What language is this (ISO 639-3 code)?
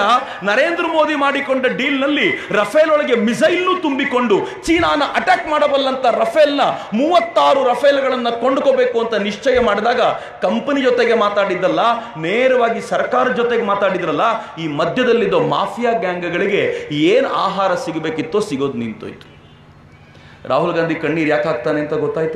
kan